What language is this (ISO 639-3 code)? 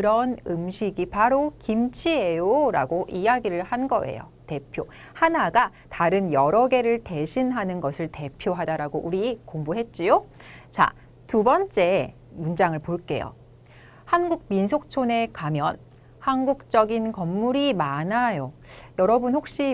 kor